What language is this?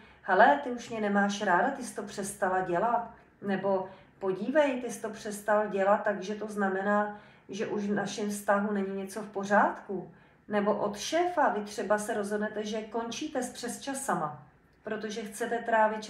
Czech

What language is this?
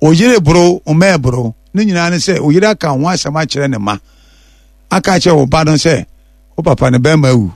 Akan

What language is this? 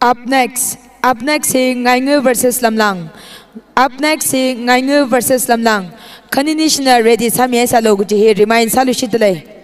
Tangkhul Naga (India)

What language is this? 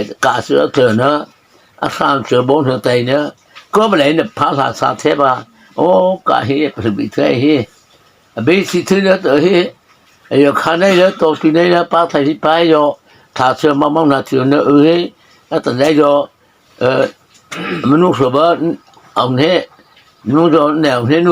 Mara Chin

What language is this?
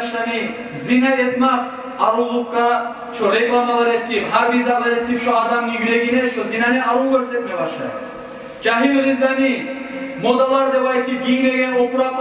Kumyk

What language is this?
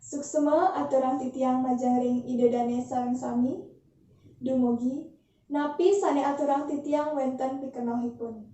Balinese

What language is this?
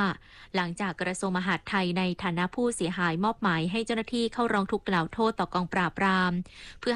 Thai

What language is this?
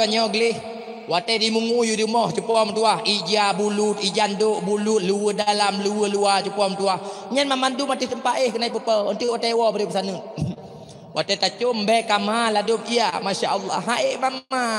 Achinese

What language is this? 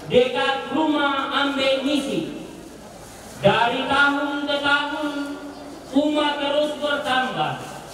Indonesian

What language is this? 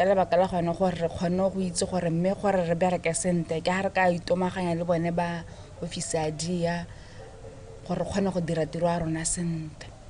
Tswana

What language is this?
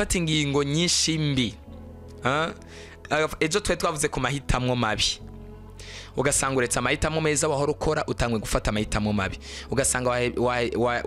Rundi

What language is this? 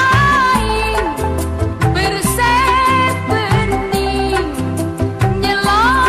Madurese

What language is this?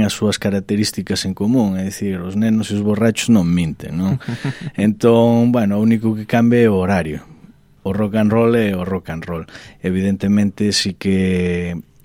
Galician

